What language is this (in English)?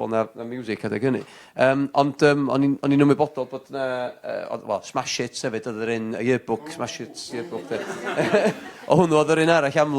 Welsh